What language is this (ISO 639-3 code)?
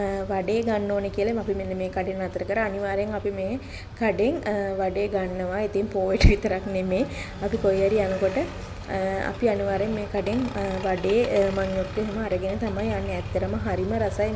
sin